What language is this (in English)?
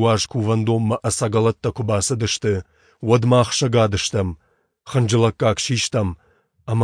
Ossetic